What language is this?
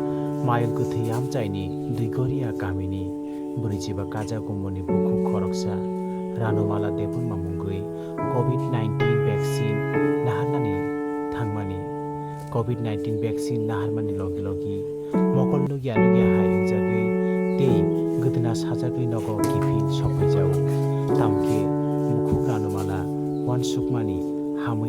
Kok Borok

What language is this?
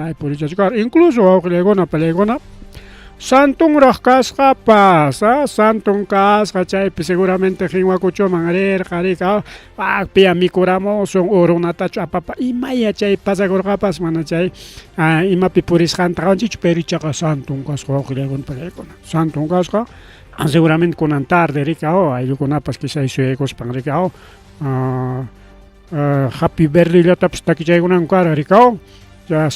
Ayacucho Quechua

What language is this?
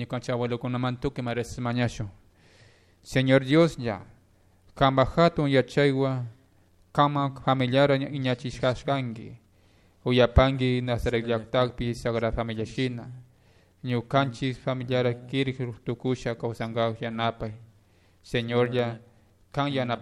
Chimborazo Highland Quichua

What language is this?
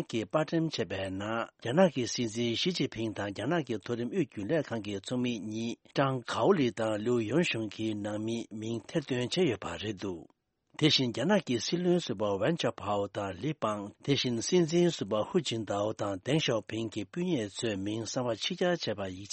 Tibetan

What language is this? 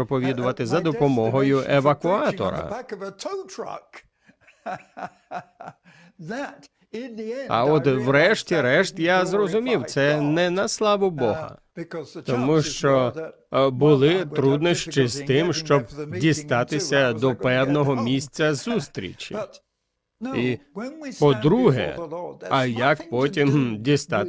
Ukrainian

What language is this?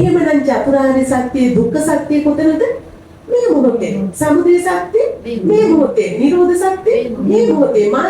Sinhala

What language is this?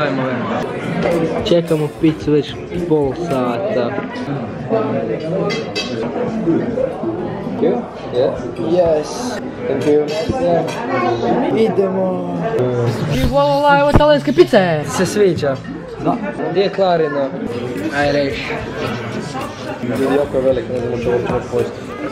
Croatian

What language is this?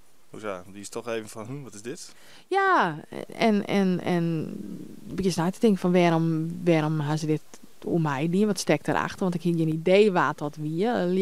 Western Frisian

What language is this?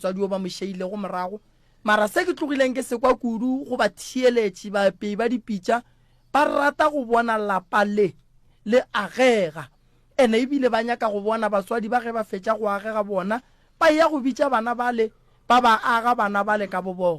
Northern Sotho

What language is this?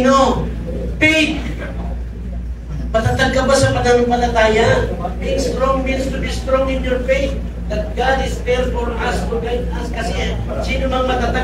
Filipino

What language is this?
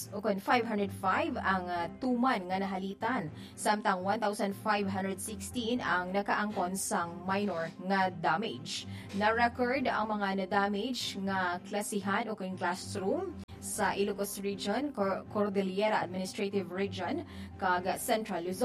Hiligaynon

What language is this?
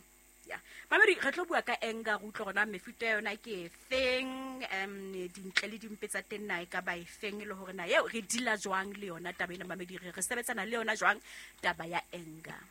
Southern Sotho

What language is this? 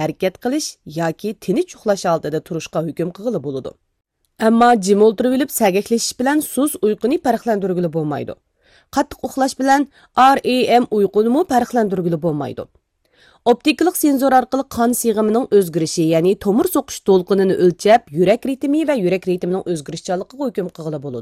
Uyghur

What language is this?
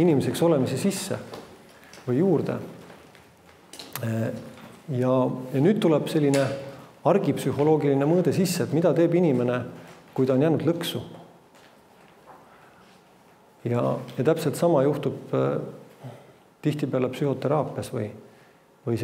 Estonian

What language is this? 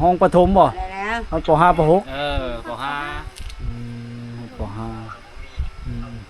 Lao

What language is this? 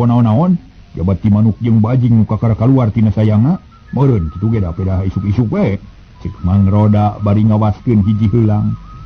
Sundanese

